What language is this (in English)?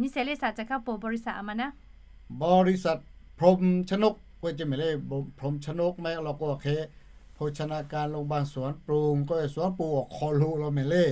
Lahu